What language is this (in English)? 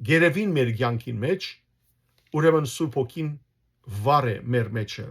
Western Armenian